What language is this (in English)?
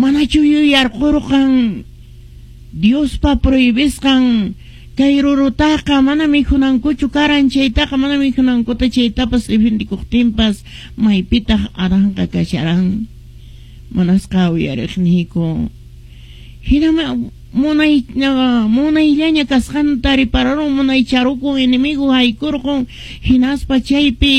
Quechua